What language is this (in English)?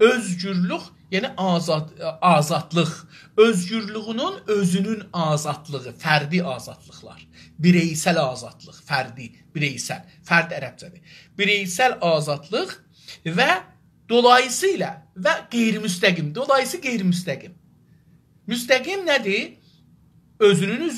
South Azerbaijani